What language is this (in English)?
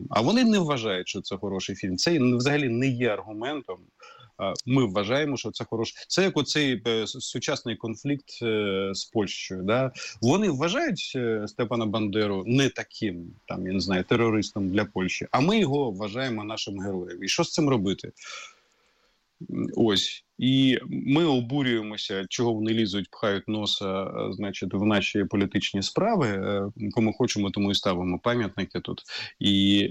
Ukrainian